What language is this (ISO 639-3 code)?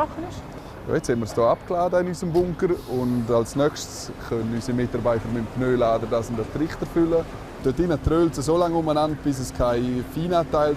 roh